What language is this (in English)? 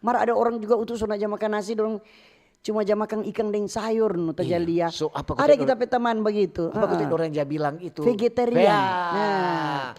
Manado Malay